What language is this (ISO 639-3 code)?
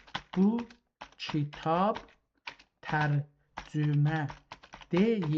azb